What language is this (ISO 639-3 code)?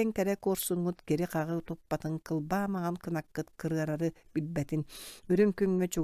sah